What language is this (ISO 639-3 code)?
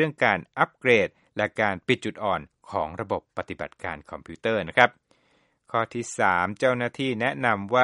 tha